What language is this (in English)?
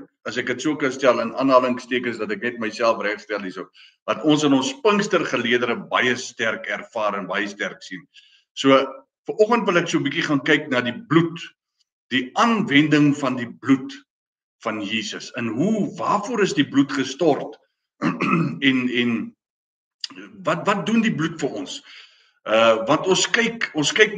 Afrikaans